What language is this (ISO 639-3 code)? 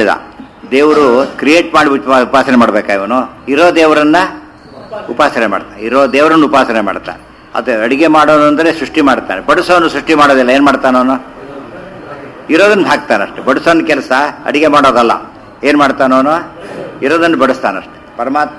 kan